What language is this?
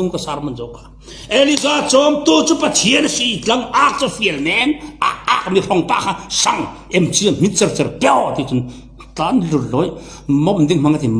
Falam Chin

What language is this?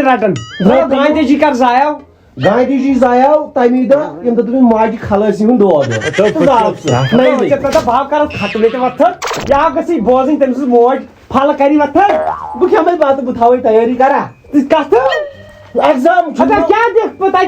Kashmiri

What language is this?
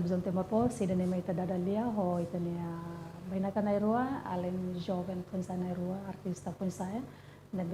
Tetum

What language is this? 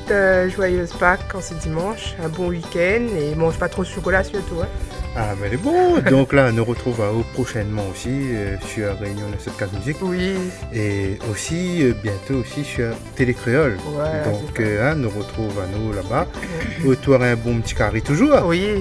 Réunion Creole French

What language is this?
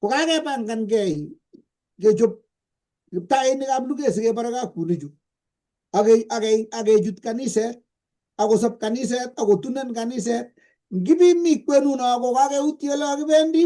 Kalenjin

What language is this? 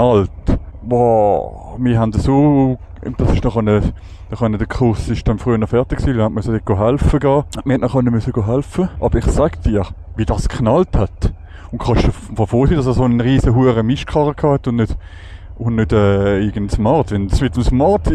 Swiss German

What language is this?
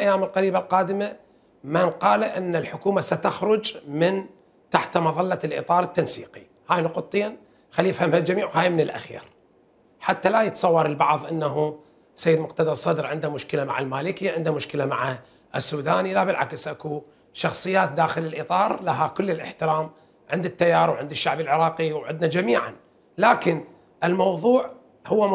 Mesopotamian Arabic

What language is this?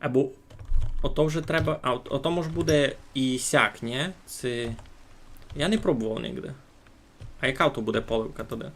Rusyn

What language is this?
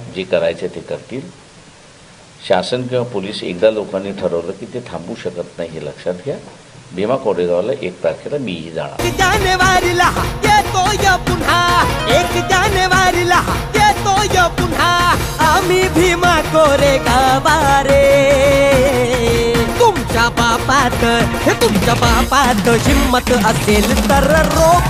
Marathi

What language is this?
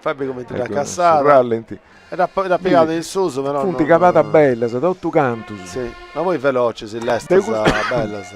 Sardinian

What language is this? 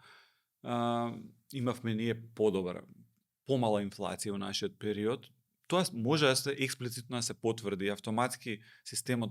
Macedonian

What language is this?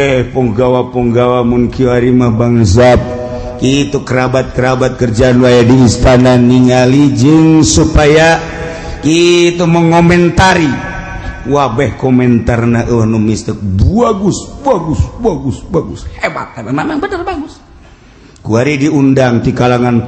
Sundanese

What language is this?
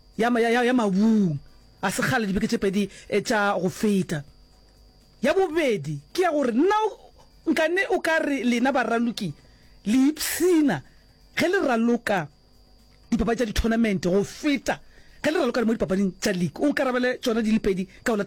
Northern Sotho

